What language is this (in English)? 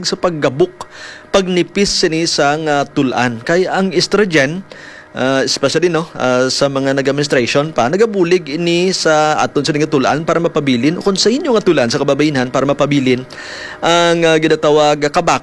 Hiligaynon